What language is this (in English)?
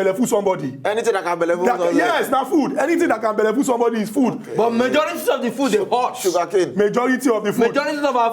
Nigerian Pidgin